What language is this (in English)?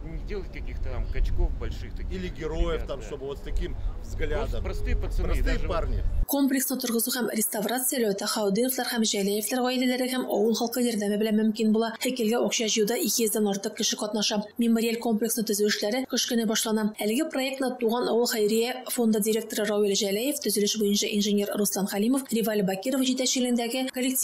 Tatar